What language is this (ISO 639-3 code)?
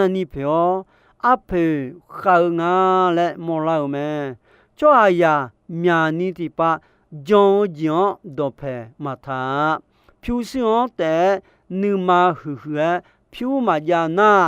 ahk